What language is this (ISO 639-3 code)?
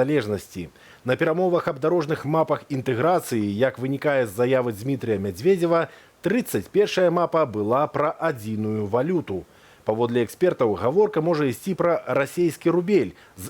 bel